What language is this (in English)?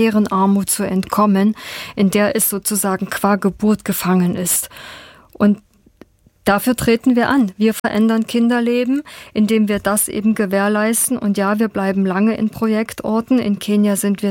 German